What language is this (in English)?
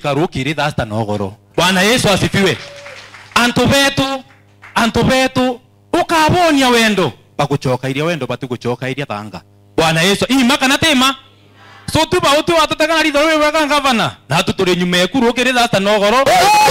Meru